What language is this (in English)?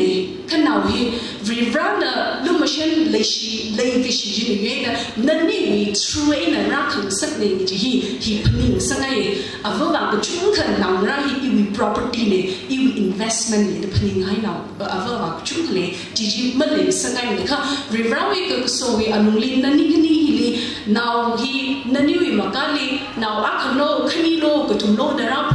Tangkhul Naga (India)